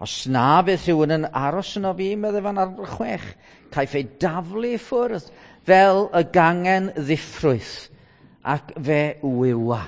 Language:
Welsh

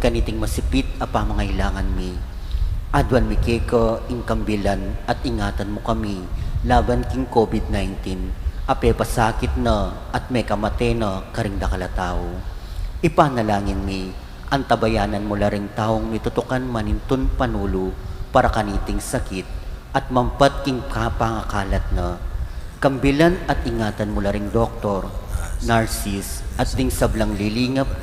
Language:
Pampanga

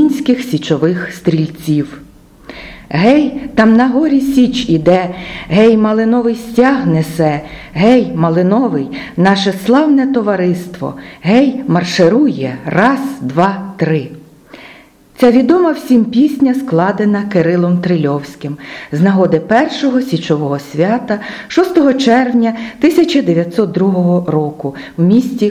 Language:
Ukrainian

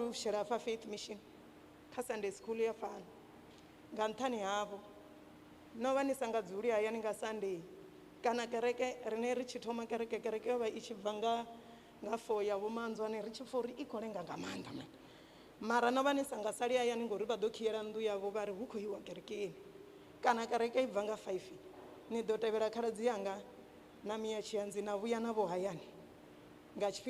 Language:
Venda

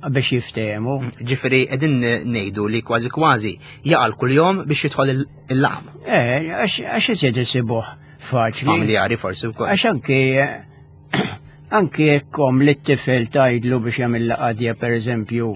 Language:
Maltese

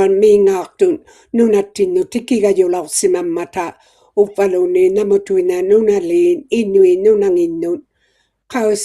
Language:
Inuktitut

